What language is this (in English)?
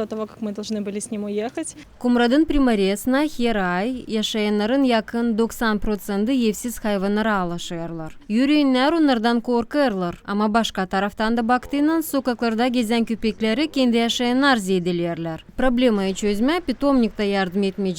Gagauz